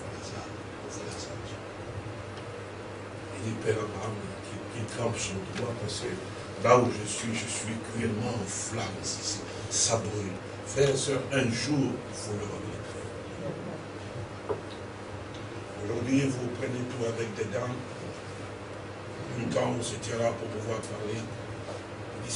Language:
French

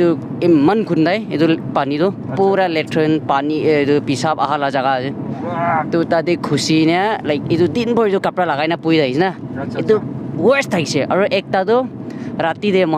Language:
Naga Pidgin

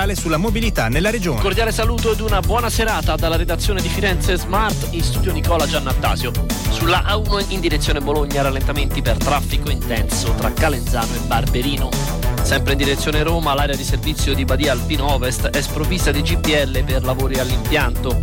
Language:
Italian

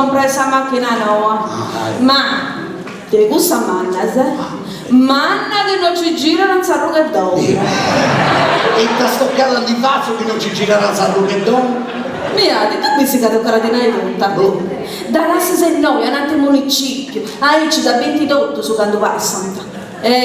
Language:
Sardinian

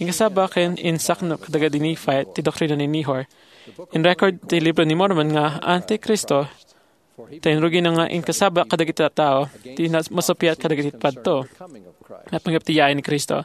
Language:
Iloko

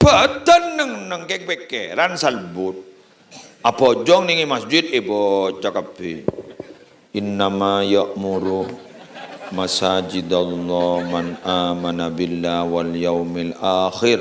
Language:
Madurese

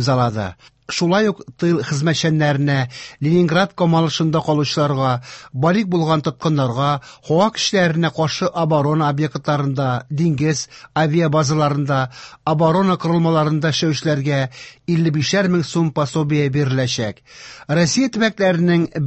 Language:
Tatar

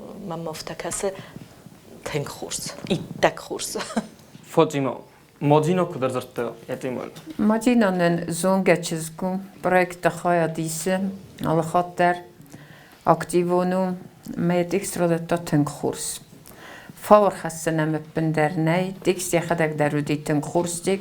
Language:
Ossetic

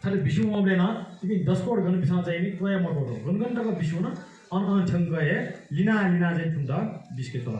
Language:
Newari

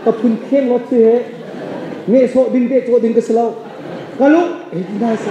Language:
Hakha Chin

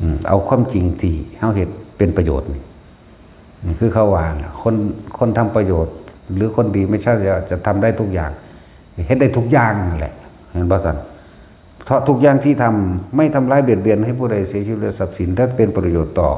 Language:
Northeastern Thai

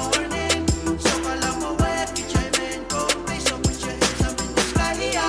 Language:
Pohnpeian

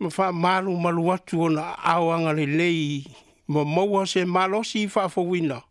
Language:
Samoan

